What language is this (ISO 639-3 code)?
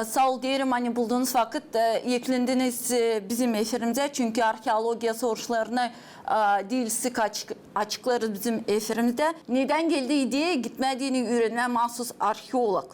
gag